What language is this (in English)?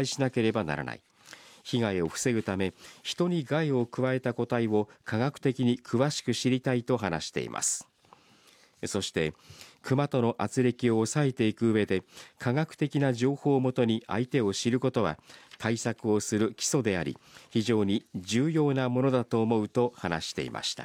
Japanese